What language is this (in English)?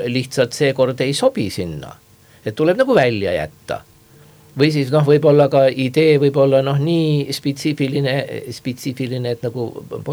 Estonian